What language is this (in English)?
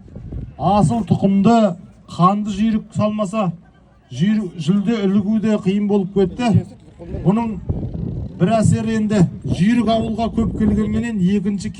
Kazakh